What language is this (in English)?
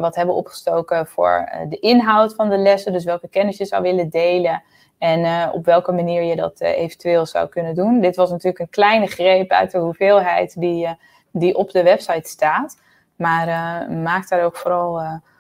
Dutch